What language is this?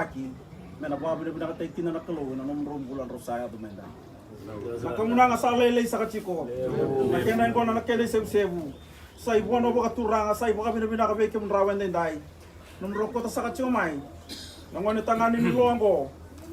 Fijian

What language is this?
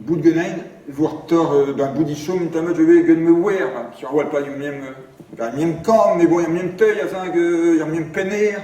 Breton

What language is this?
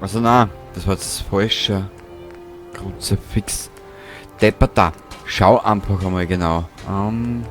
Bavarian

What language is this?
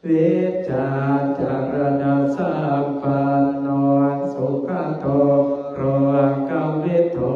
Pali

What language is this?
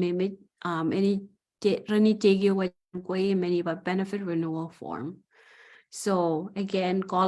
Marshallese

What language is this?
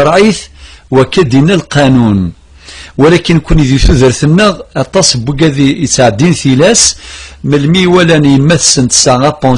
Kabyle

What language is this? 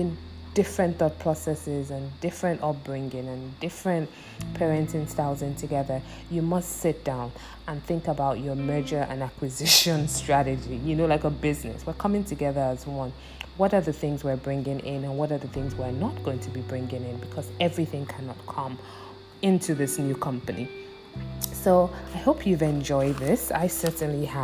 English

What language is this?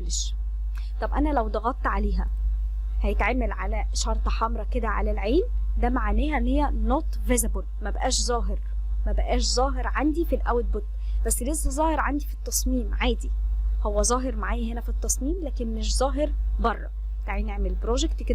Egyptian Arabic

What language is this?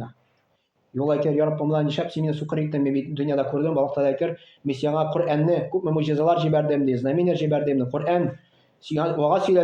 Tatar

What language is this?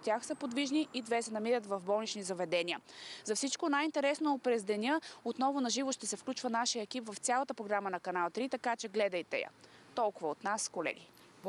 Bulgarian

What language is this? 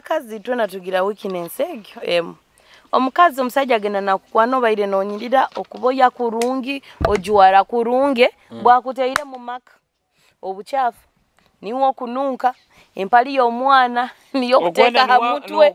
Nyoro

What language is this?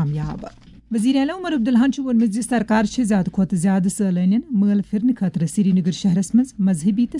Kashmiri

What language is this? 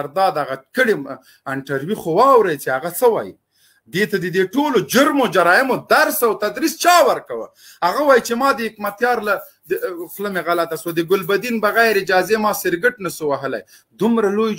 Pashto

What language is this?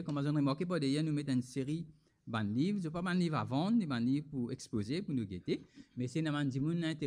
Morisyen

